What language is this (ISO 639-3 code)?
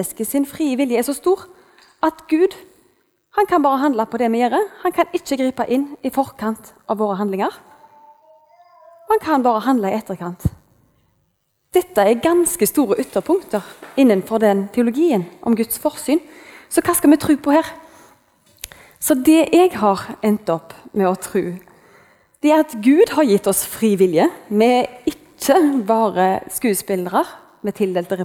nor